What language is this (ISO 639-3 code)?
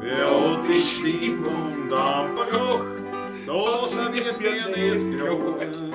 bar